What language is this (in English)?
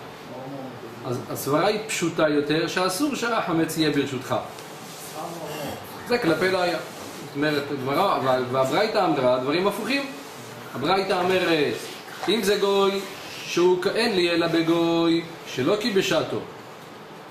Hebrew